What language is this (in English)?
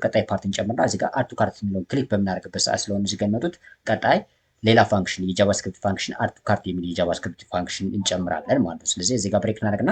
Amharic